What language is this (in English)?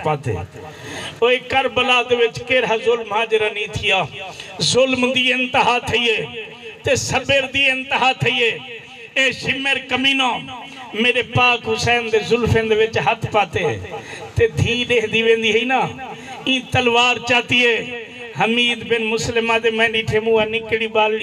Saraiki